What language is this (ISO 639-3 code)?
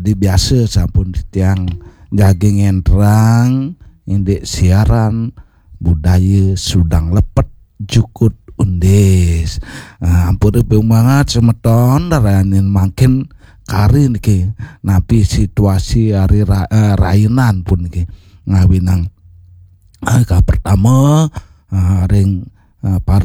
ban